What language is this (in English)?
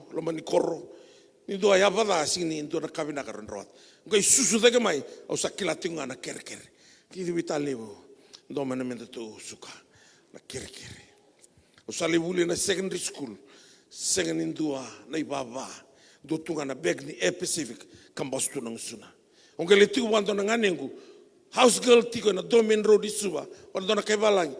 Fijian